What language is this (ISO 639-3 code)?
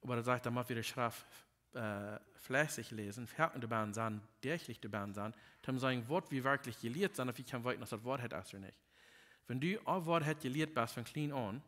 pdt